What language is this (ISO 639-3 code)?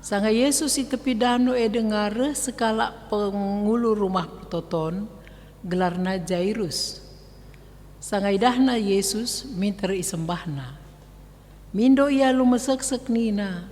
btx